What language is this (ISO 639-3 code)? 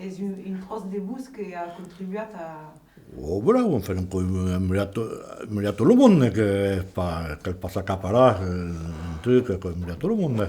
oci